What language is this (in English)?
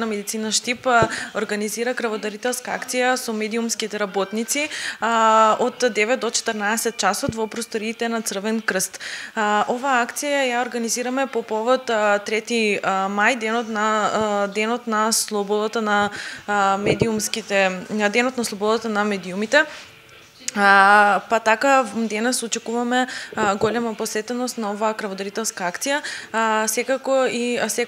Macedonian